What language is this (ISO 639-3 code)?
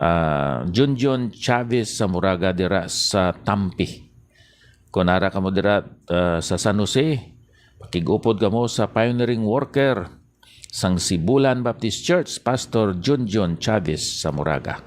hil